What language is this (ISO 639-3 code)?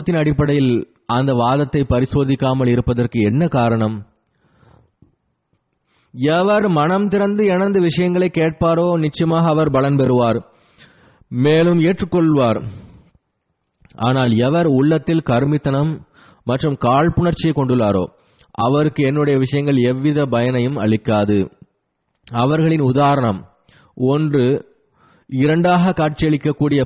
tam